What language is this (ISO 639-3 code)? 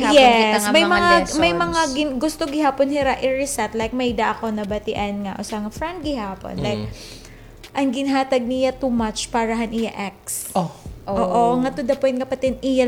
war